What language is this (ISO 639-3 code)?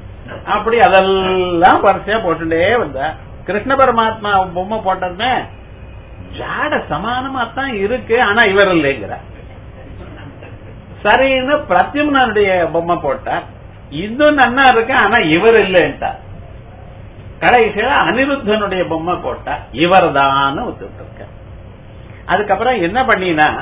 tam